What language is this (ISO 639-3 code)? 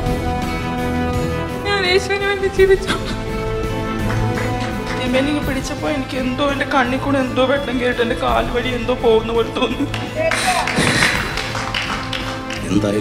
mal